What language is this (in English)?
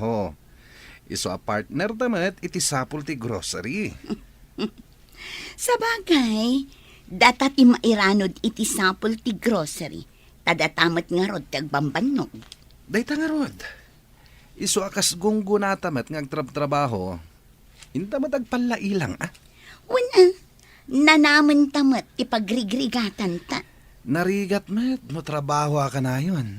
Iloko